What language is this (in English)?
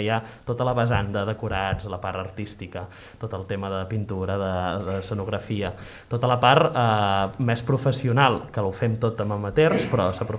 Catalan